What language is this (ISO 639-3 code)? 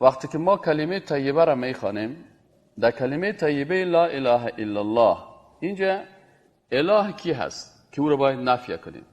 fas